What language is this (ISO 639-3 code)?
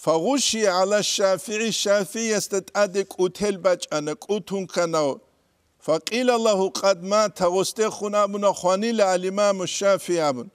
ava